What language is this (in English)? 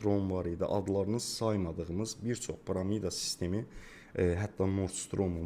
Azerbaijani